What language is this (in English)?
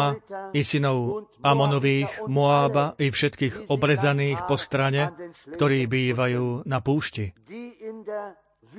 Slovak